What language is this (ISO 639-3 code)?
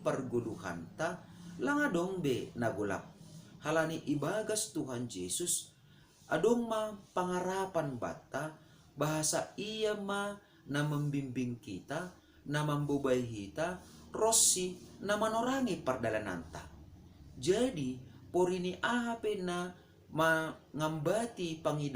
bts